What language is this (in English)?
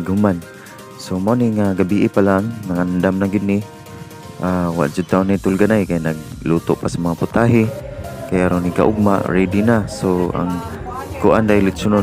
Cebuano